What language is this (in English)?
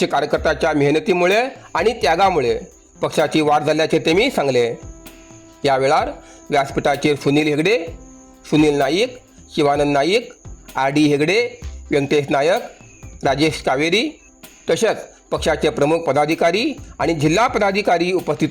Konkani